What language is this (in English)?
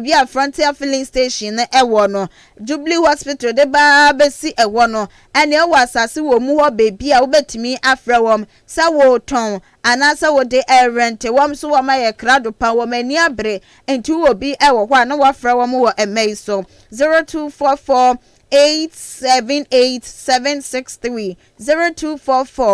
Akan